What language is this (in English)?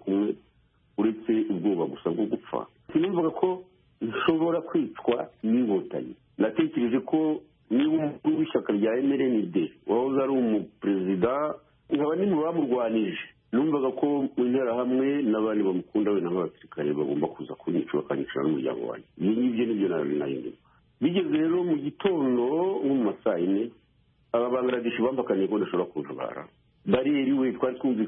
Kinyarwanda